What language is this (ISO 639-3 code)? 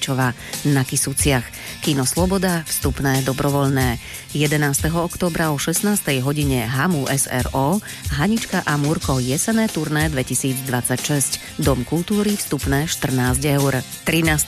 slk